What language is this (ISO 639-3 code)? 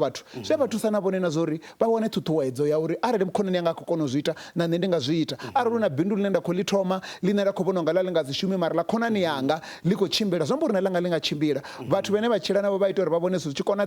ven